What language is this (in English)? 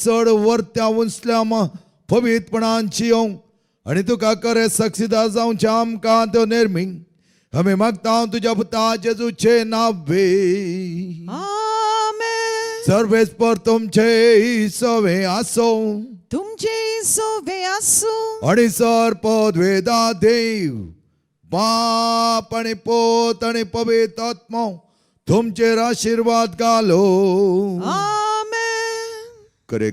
Konkani